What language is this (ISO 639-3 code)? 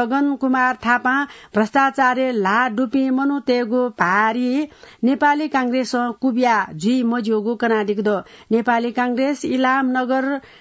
new